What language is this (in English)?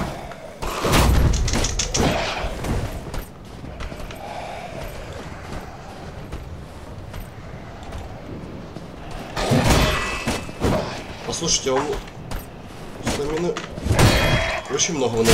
Russian